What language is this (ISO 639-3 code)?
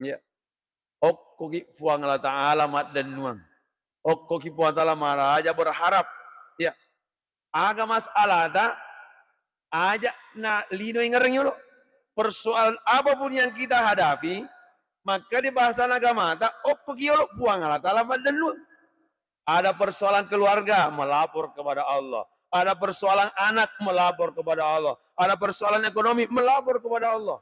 bug